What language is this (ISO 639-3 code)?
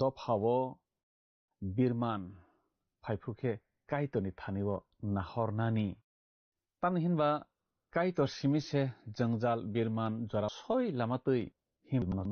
trp